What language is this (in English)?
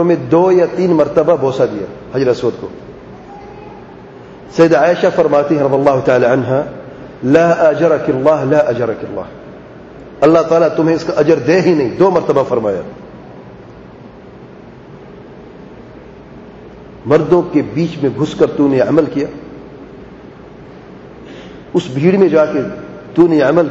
Urdu